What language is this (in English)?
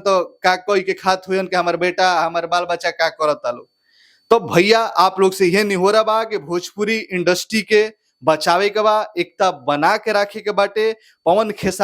Bhojpuri